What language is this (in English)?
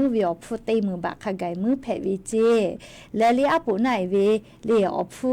Lahu